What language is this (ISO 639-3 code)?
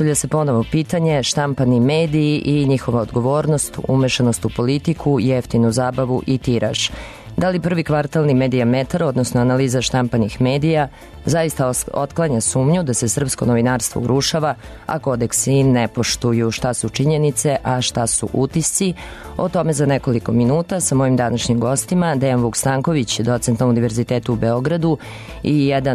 srp